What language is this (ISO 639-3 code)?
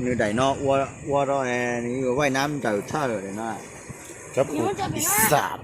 hmn